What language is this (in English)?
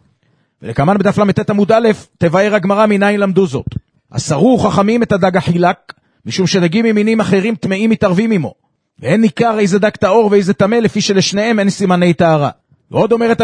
Hebrew